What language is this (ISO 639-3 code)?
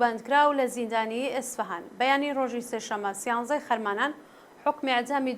ckb